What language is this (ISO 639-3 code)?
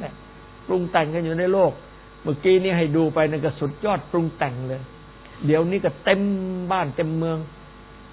tha